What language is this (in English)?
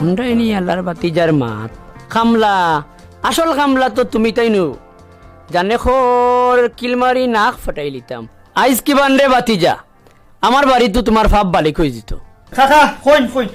Sylheti